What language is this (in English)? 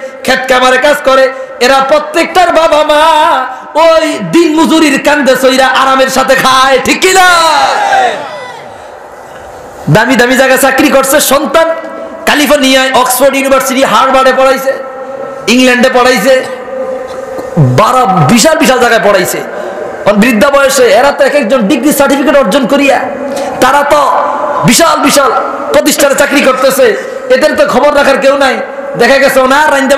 Bangla